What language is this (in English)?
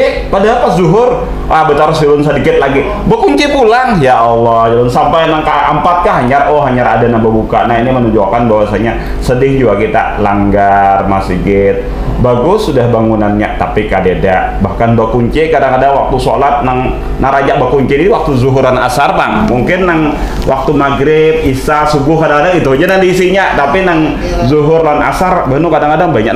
Banjar